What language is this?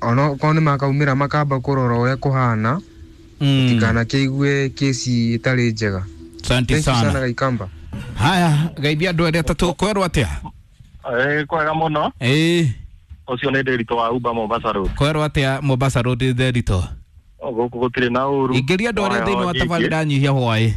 Kikuyu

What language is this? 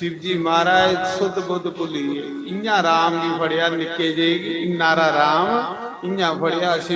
Dogri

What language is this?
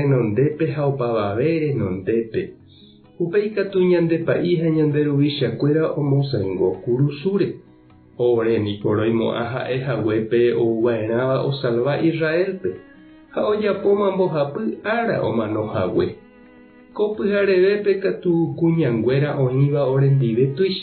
Guarani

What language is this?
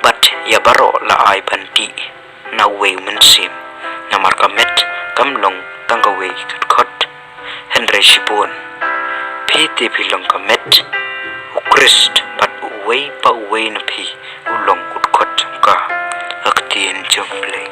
Khasi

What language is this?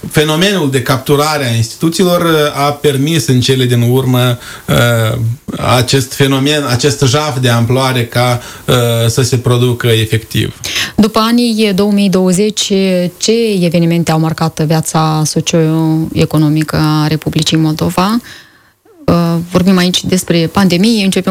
Romanian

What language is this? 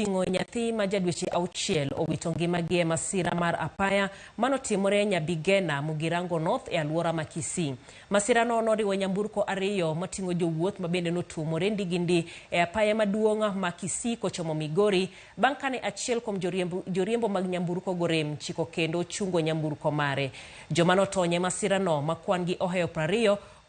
Luo (Kenya and Tanzania)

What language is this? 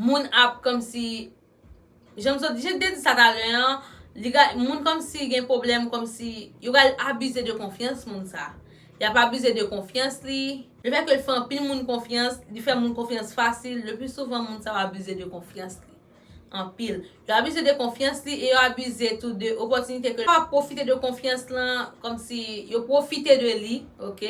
Haitian Creole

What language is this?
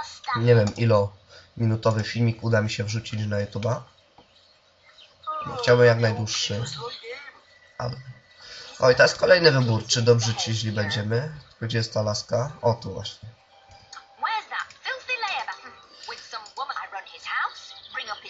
Polish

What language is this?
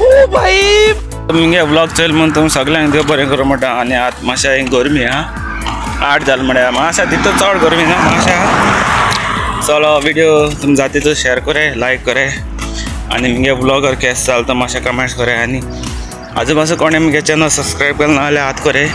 Konkani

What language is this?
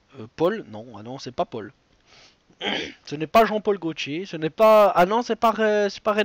French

